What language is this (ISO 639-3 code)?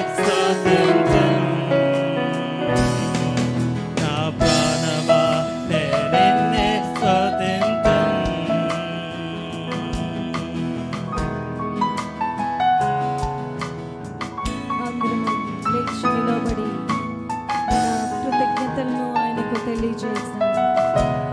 tel